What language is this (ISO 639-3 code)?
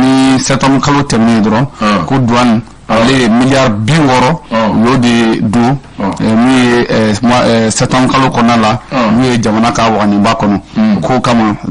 bam